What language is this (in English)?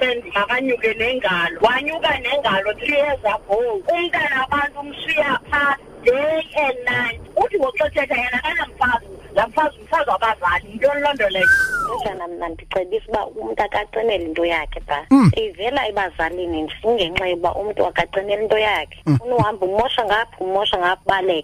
Xhosa